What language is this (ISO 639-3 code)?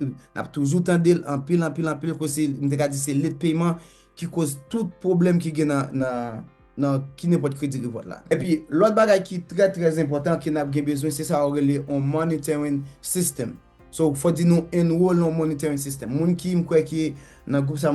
hat